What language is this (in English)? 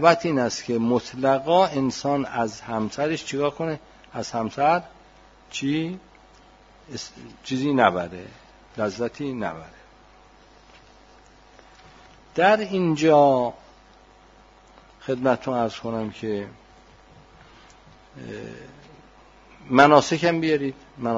Persian